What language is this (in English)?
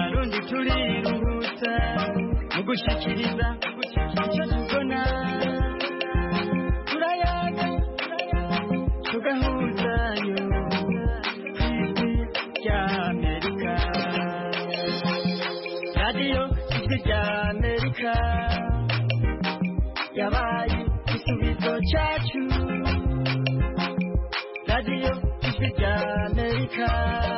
Kinyarwanda